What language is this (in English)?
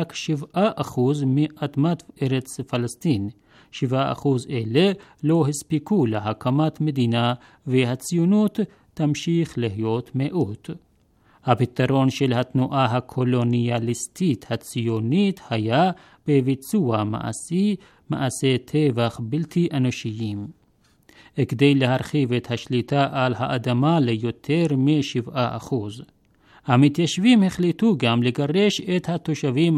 Hebrew